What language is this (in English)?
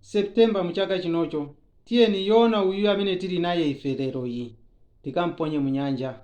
Nyanja